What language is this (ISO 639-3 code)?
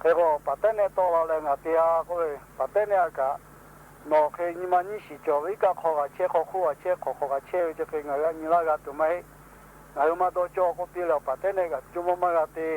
lhu